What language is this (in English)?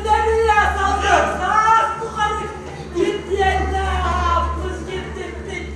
Yakut